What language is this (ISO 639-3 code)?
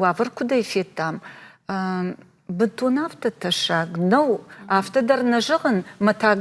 oss